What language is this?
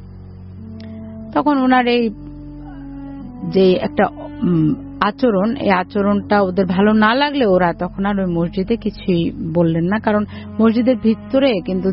Bangla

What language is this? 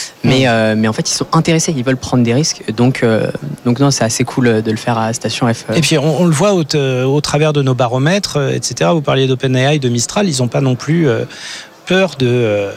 French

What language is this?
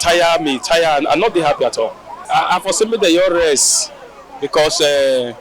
Nigerian Pidgin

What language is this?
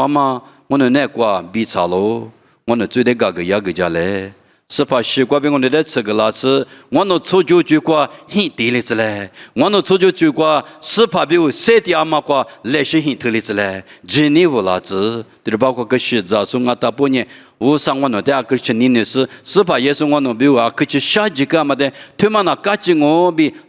Lisu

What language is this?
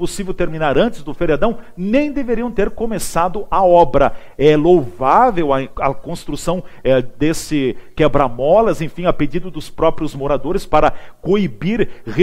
Portuguese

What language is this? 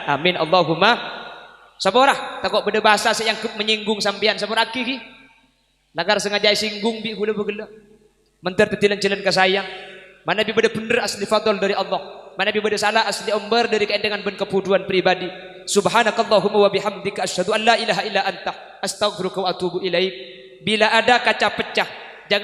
Madurese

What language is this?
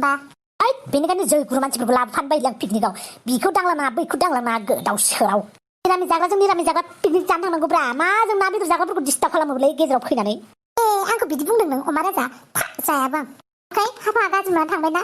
Bodo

